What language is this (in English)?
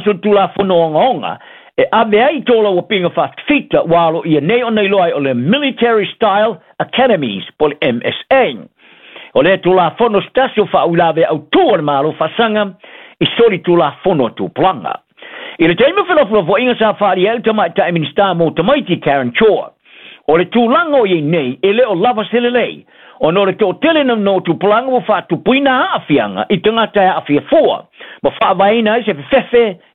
Samoan